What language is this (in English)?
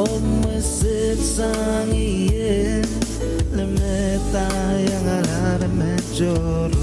Pohnpeian